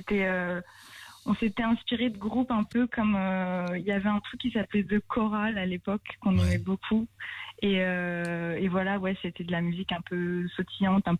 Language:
French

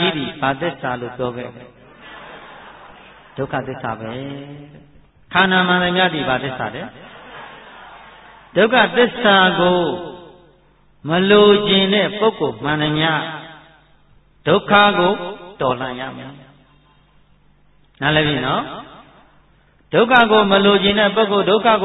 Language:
Burmese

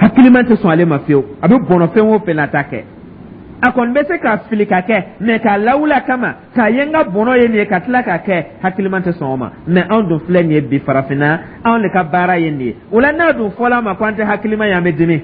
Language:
Dyula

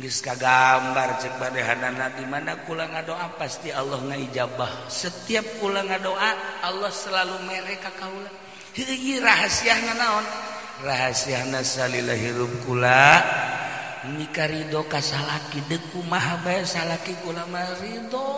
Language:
Sundanese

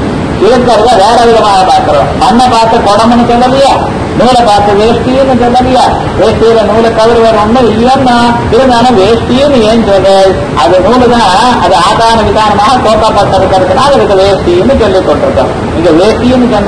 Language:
Tamil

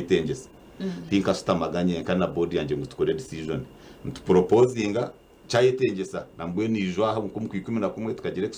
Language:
Nyankole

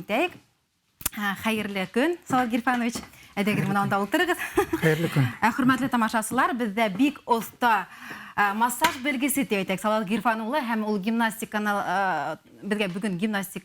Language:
Bashkir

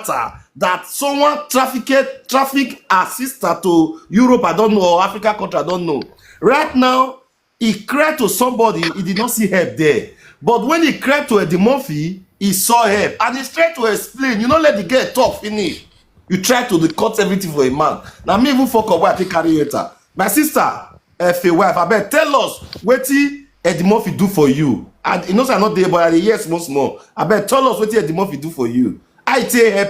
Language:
Nigerian Pidgin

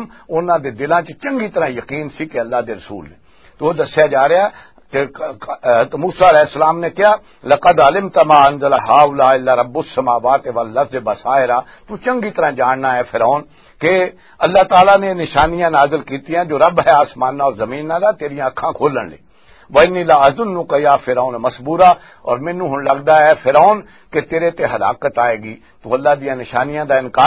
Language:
Western Panjabi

